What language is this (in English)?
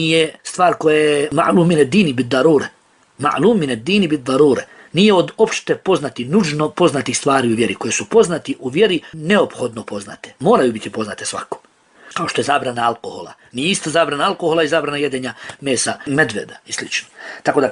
Bosnian